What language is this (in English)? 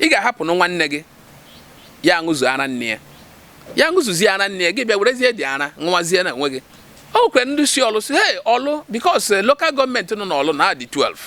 Igbo